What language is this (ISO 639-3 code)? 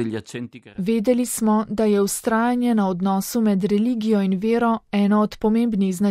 slv